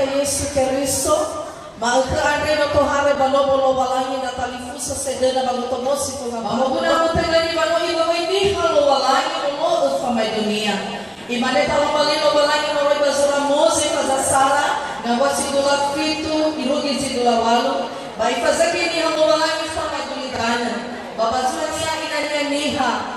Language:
Nias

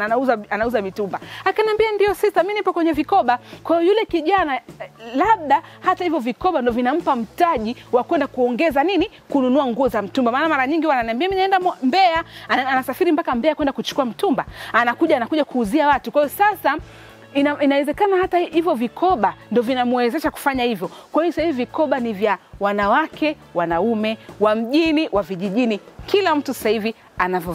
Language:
Swahili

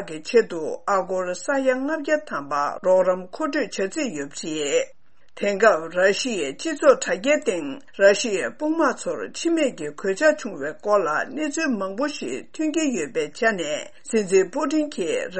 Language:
Tibetan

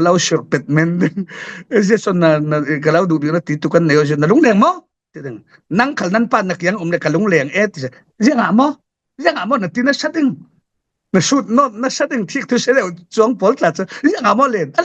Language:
Falam Chin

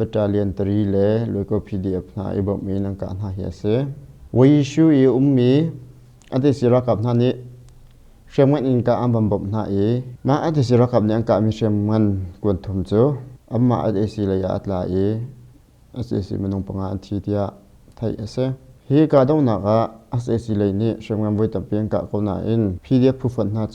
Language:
Hakha Chin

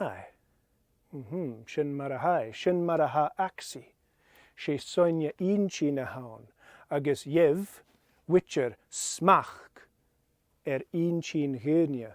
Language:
Scottish Gaelic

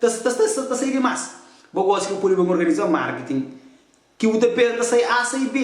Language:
Kabuverdianu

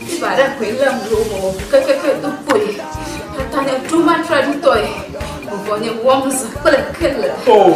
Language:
Ewe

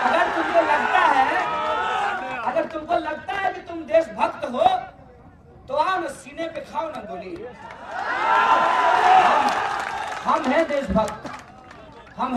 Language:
Hindi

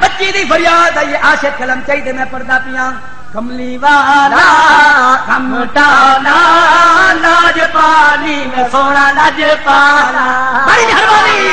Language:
Saraiki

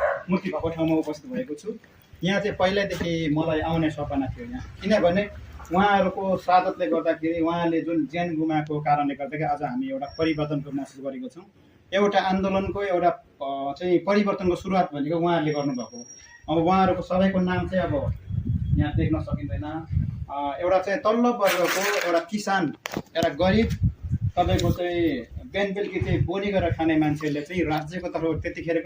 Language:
Nepali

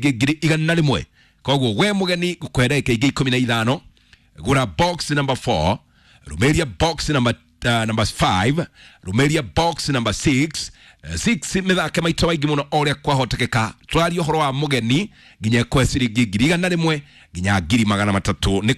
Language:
Kikuyu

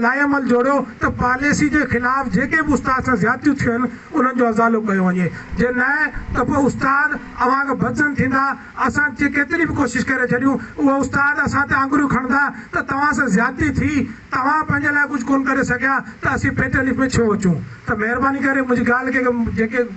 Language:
Sindhi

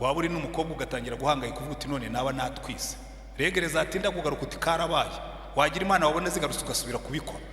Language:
Kinyarwanda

